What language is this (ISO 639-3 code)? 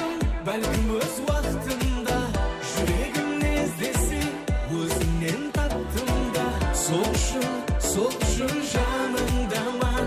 kaa